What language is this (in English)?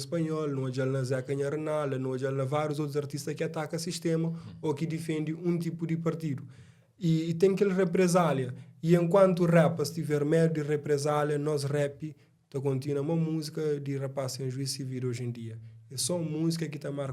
Kabuverdianu